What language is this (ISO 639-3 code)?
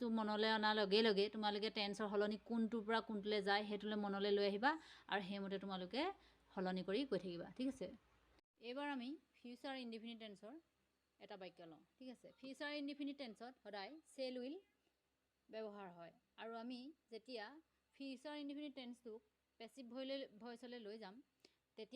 asm